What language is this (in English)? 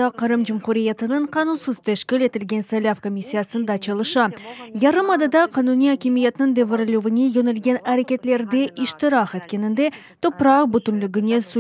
Crimean Tatar